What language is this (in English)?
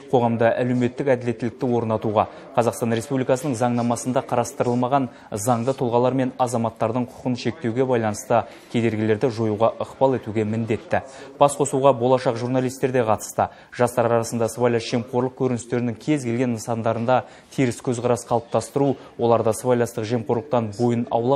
Kazakh